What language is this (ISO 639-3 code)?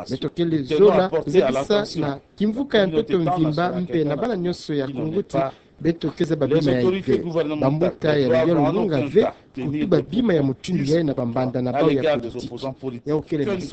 ktu